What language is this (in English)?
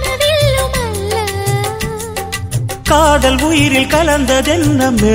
Tamil